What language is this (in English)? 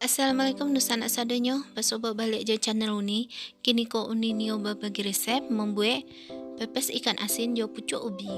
Minangkabau